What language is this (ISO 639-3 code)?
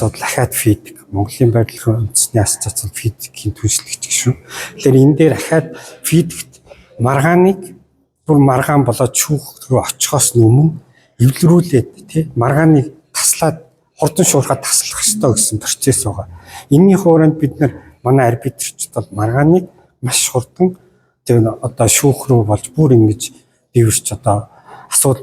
mon